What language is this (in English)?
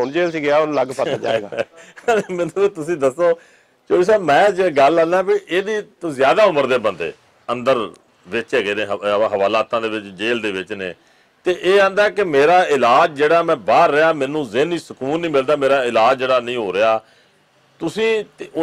Western Panjabi